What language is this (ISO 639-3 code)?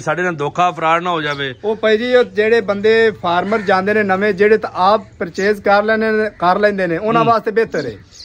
pan